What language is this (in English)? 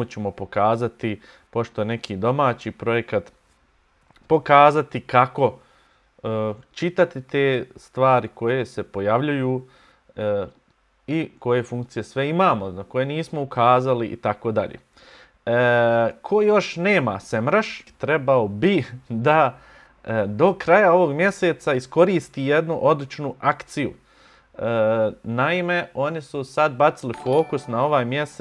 Bosnian